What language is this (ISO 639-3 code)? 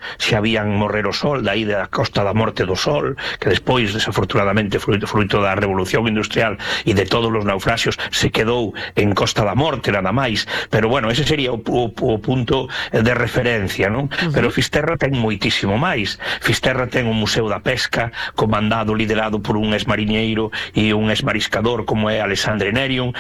glg